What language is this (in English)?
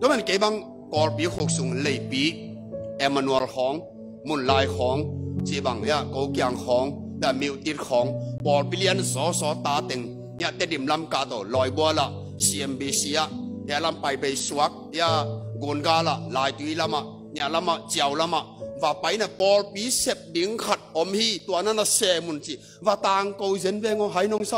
Tedim Chin